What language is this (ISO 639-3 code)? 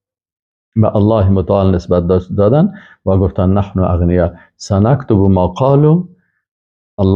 fas